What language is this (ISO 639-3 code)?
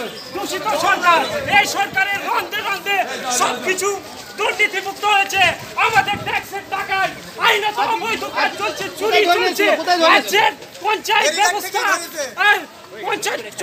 ben